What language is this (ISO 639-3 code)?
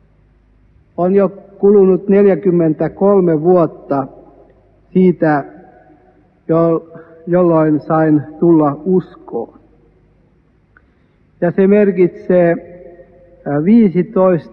fin